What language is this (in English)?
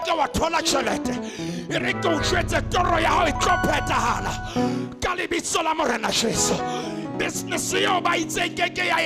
Southern Sotho